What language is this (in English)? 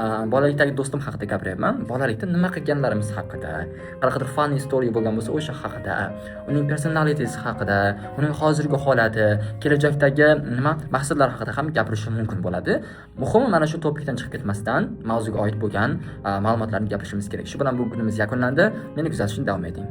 Uzbek